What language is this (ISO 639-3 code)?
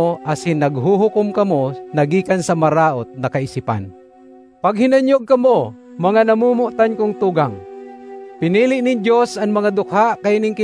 bik